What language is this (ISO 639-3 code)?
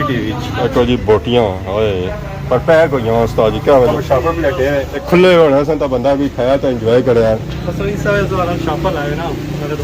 phr